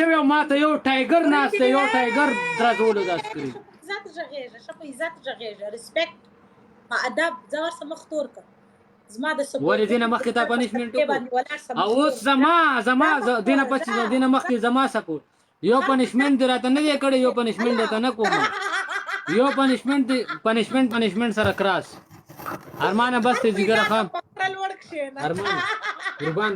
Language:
Pashto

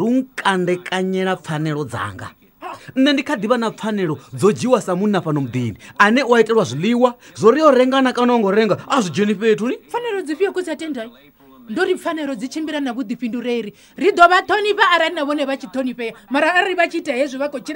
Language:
Venda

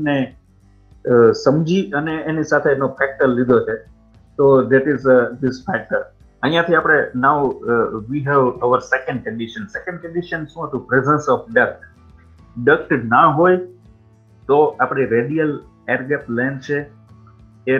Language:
Gujarati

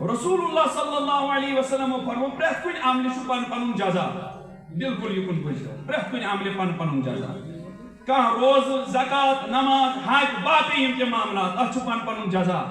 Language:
Kashmiri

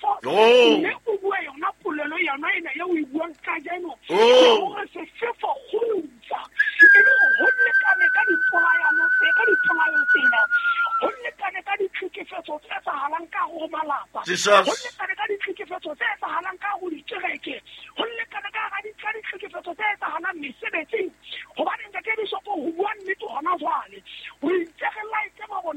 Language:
Southern Sotho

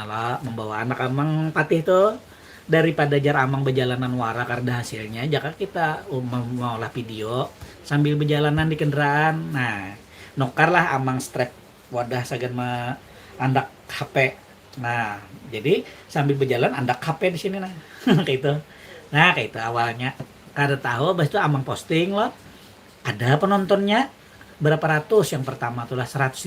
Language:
Banjar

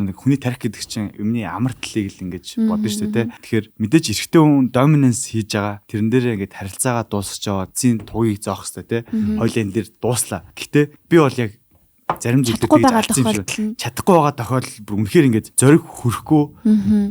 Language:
Mongolian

